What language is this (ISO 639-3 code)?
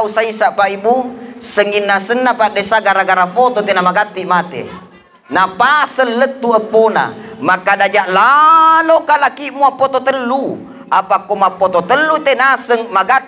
bug